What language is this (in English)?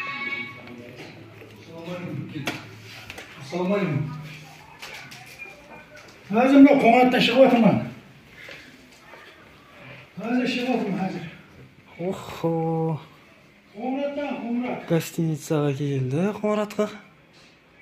Kazakh